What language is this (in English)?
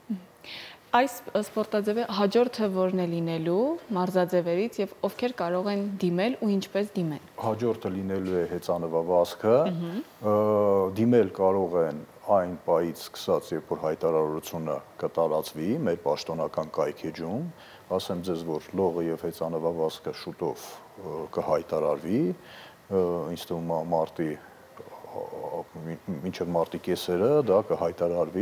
Armenian